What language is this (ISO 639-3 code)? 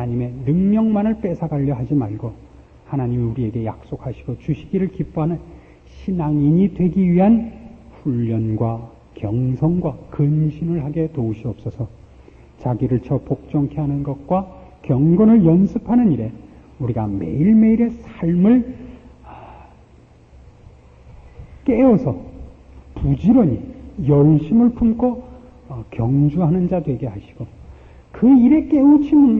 kor